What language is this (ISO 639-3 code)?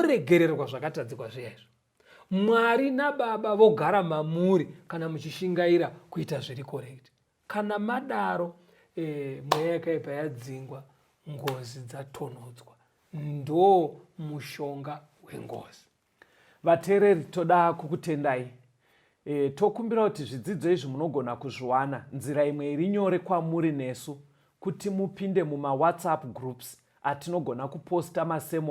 sna